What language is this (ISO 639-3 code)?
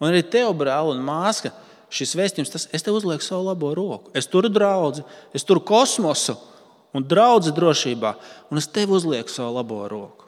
lav